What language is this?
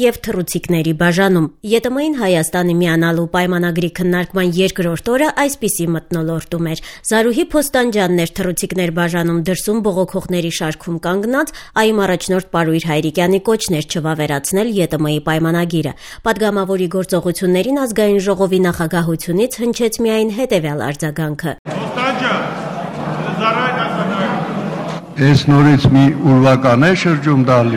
Armenian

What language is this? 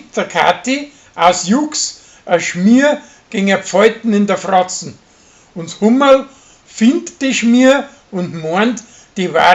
Bavarian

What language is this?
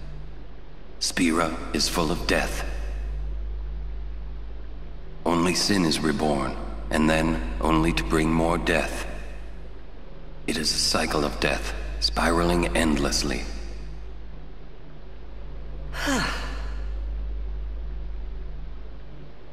English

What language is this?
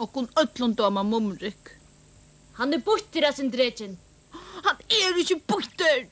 Faroese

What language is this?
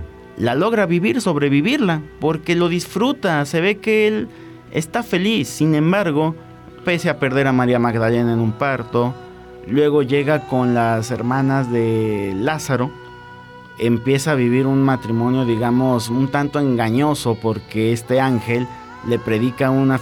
Spanish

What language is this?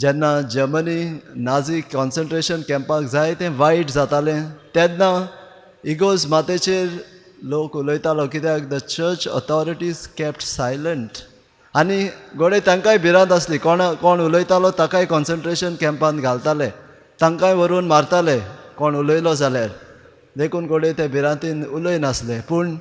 Konkani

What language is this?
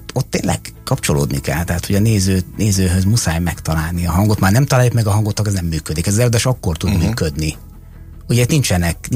Hungarian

